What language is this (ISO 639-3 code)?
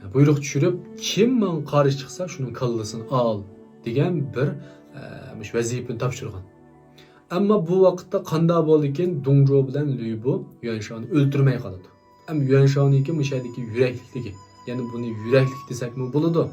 uig